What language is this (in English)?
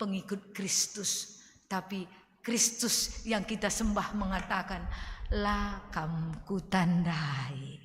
Batak Karo